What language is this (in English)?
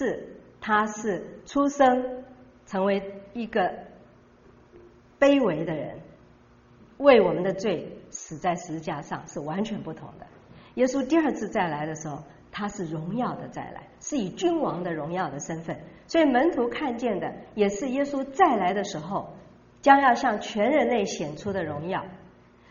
Chinese